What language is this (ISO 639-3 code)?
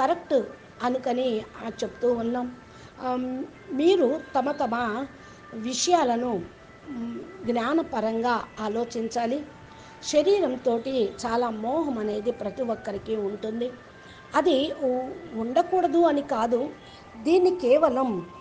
tel